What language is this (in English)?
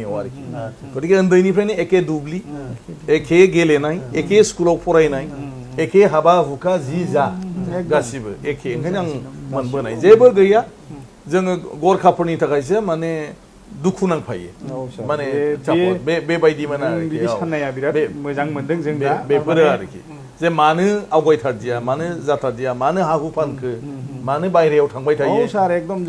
Bodo